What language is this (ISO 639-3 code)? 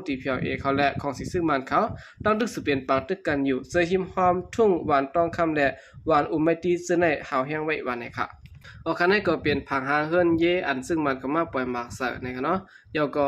shn